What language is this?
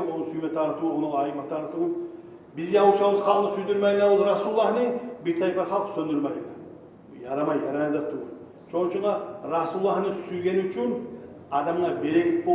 Kumyk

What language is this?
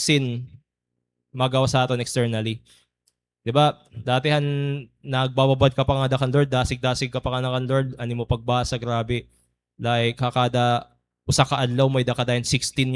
Waray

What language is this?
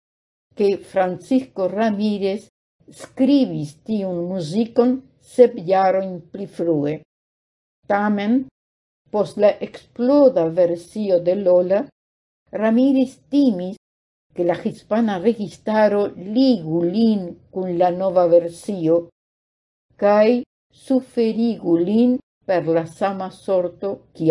Esperanto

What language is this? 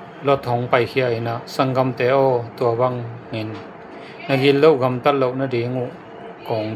Tedim Chin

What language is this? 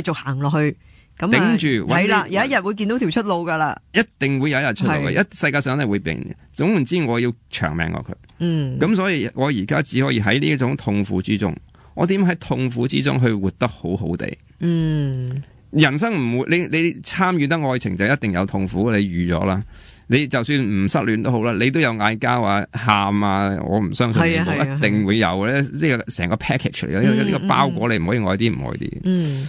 Cantonese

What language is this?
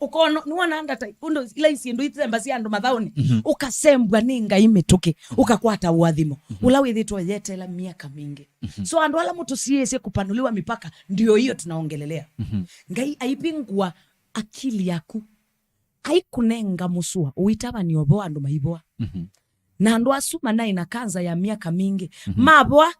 Kamba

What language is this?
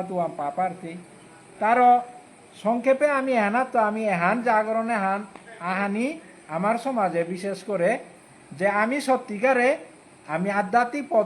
Bishnupriya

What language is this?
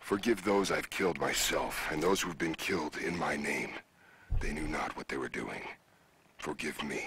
Swiss German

